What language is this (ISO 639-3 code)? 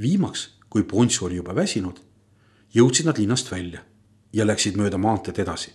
est